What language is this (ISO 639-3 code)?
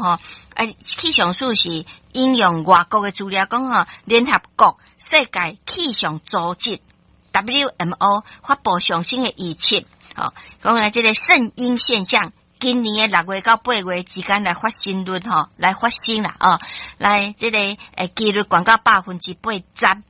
nan